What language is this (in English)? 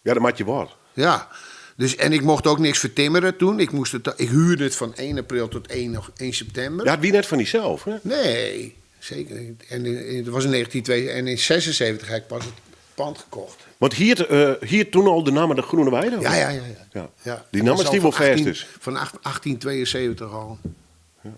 Western Frisian